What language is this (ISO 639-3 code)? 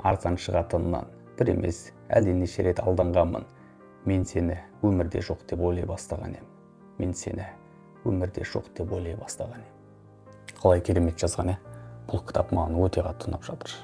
kaz